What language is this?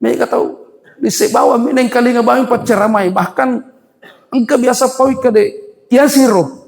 Buginese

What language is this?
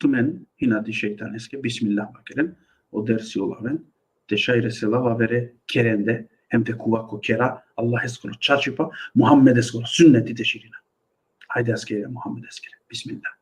Balkan Romani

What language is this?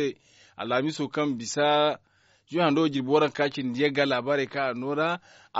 Zarma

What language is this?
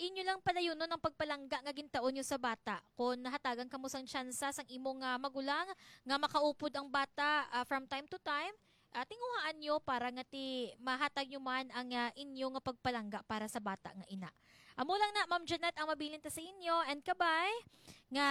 Hiligaynon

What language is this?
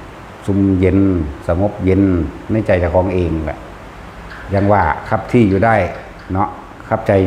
Northeastern Thai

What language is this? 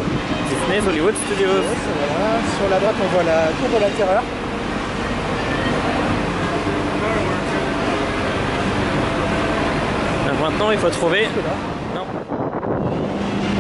French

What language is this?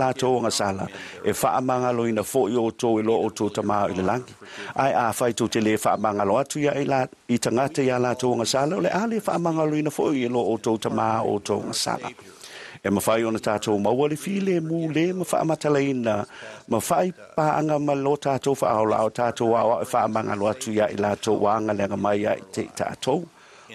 Samoan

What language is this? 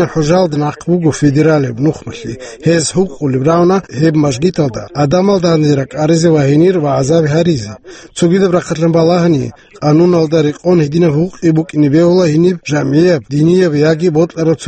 Avaric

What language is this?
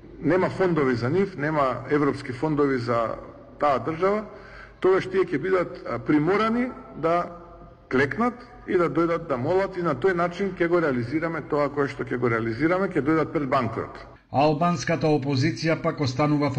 Macedonian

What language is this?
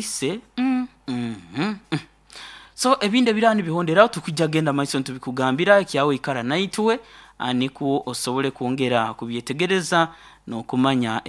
Nyoro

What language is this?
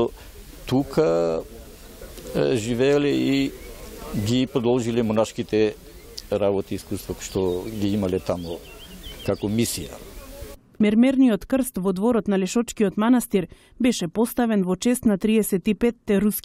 Macedonian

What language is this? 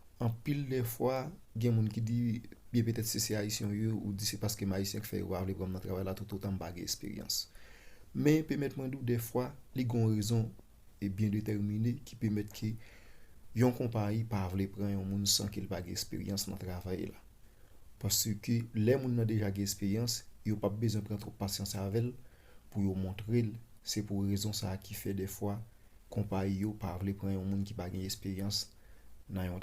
Haitian Creole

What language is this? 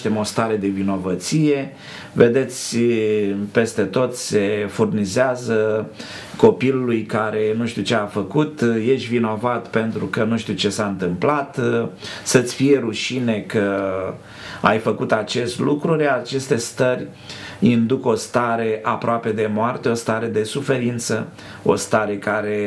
Romanian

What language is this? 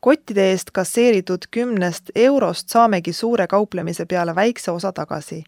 Estonian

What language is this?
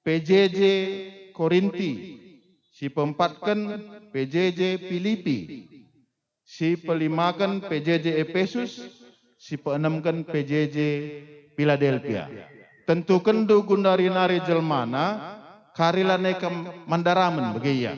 Batak Karo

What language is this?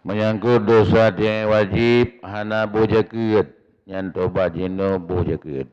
Achinese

